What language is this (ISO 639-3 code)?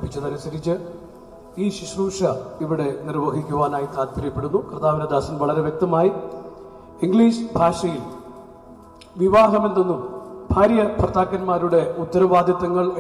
mal